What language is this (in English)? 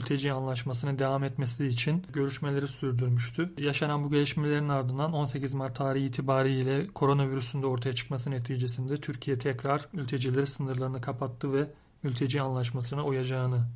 Turkish